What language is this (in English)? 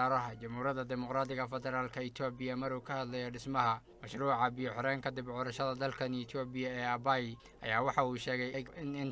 Somali